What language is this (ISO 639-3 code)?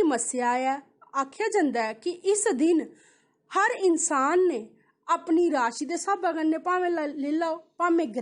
doi